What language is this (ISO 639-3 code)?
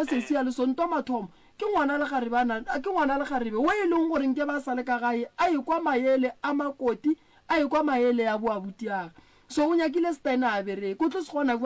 nso